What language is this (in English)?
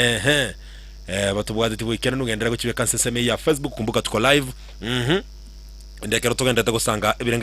Gusii